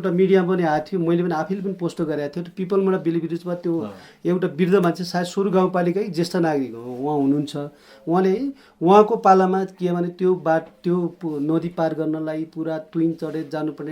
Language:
Nepali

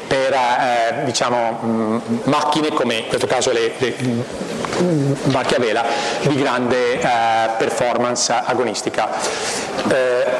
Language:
Italian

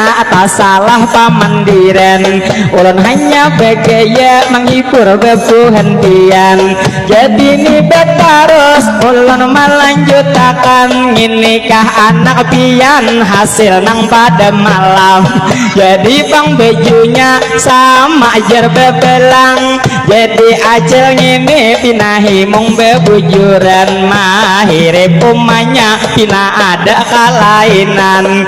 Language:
Banjar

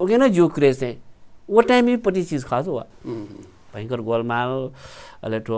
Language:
Newari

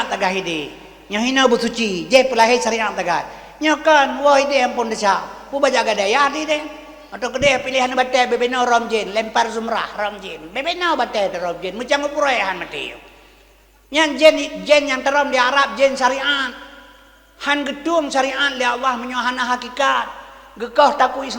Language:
Achinese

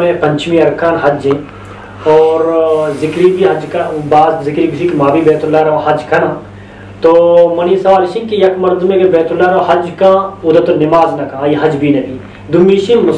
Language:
Eastern Balochi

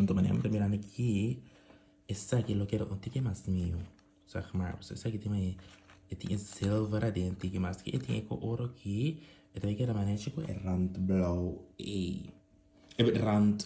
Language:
Papiamento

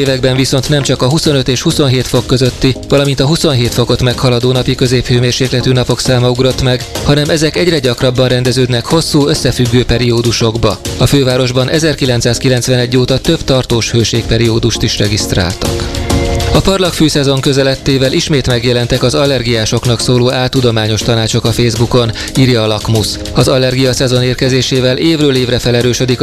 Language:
Hungarian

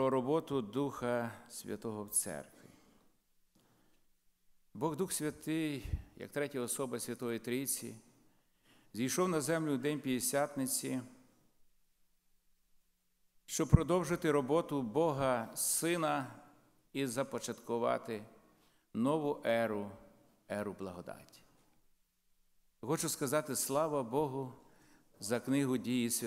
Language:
Ukrainian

